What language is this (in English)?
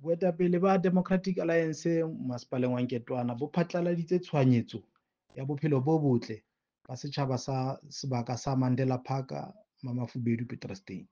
Southern Sotho